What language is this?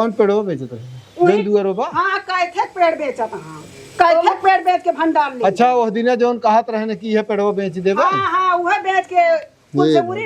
Awadhi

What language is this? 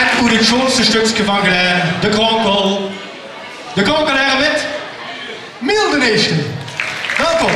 Limburgish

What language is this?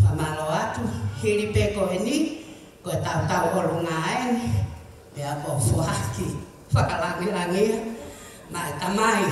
Tongan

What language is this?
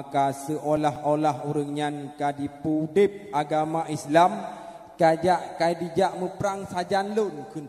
Achinese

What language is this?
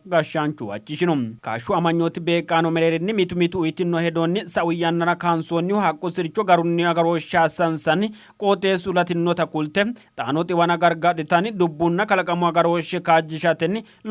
Sidamo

